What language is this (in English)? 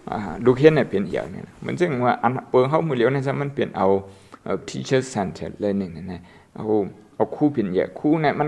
Shan